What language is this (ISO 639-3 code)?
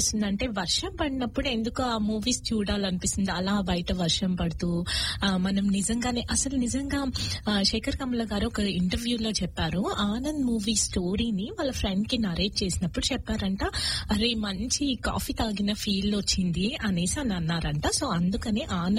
tel